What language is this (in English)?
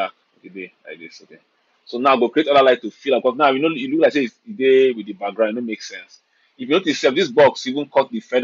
Nigerian Pidgin